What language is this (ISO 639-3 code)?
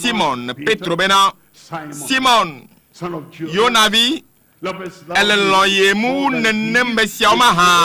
ewe